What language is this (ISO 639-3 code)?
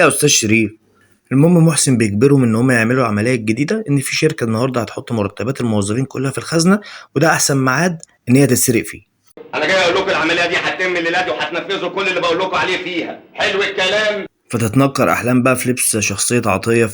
arz